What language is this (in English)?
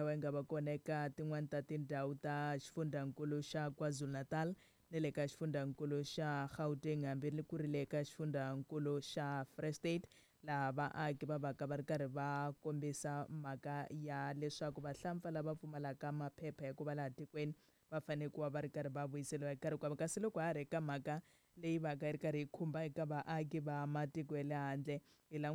Tsonga